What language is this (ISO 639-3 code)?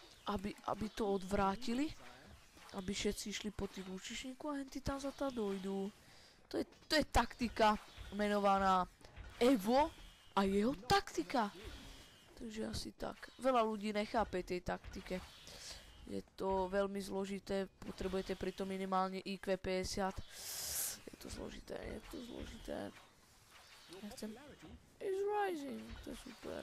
slk